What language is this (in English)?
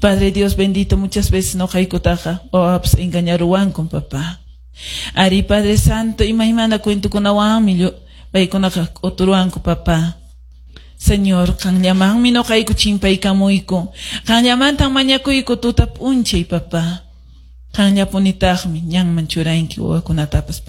Quechua